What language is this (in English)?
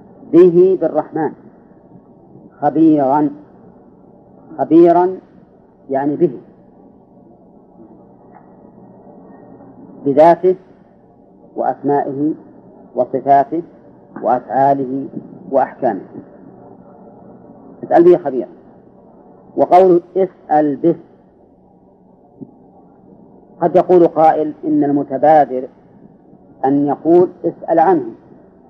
Arabic